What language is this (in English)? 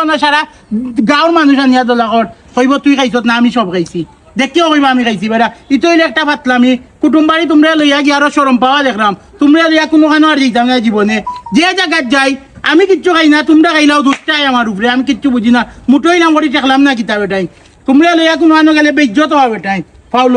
Sylheti